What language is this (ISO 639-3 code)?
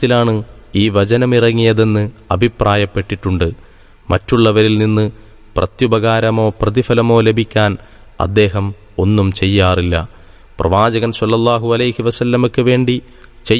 mal